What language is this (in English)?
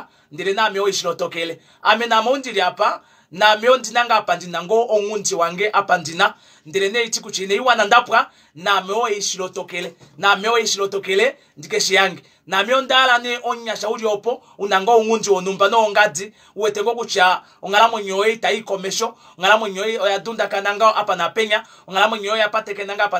Kuanyama